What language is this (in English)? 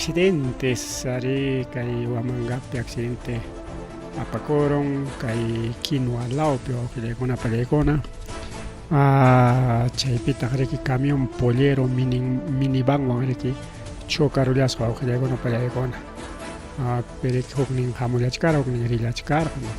Ayacucho Quechua